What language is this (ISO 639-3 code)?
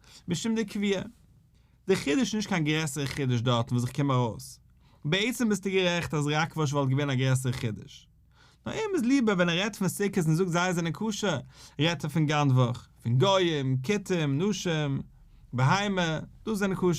yid